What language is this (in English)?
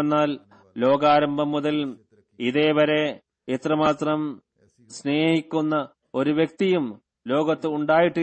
Malayalam